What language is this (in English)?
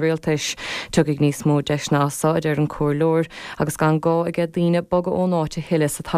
Irish